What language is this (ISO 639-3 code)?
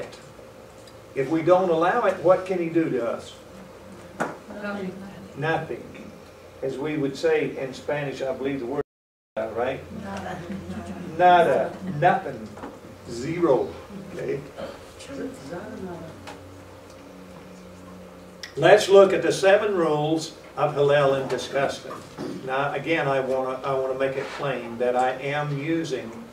eng